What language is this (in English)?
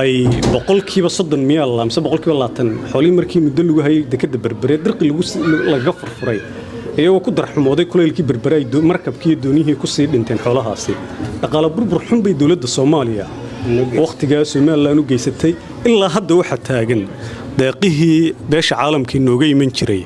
Somali